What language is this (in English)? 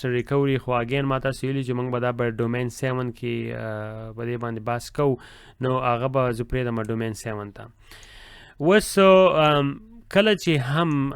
Pashto